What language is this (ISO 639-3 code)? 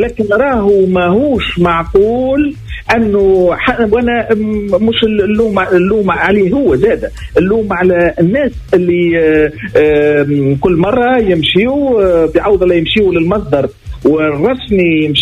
aeb